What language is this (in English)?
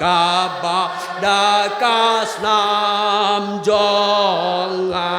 Khasi